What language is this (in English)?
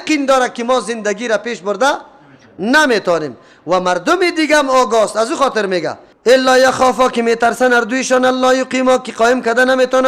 Persian